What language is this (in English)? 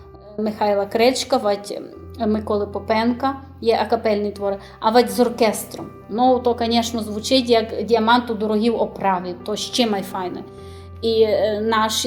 Rusyn